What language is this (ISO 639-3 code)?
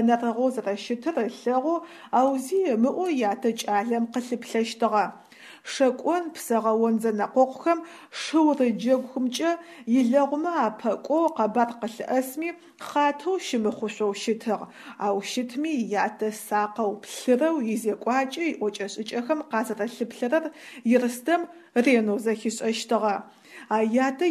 ady